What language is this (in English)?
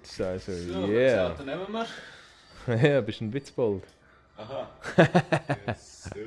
Swiss German